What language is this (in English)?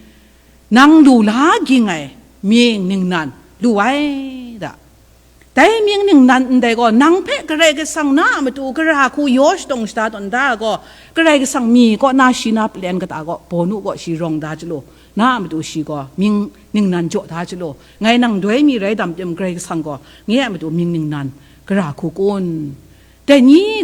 Kachin